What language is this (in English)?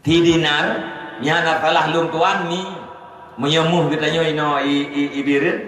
Achinese